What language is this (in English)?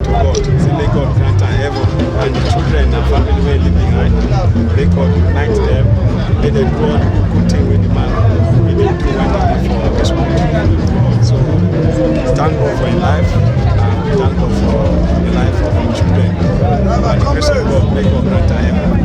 Nigerian Pidgin